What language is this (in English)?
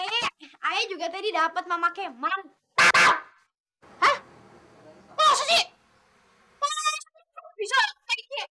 Betawi